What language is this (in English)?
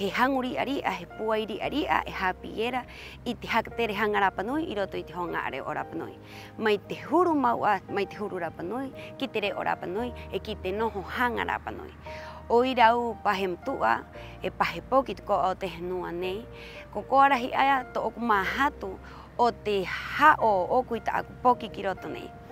Rapanui